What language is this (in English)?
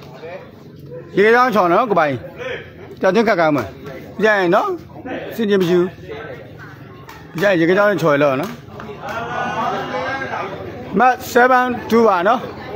Burmese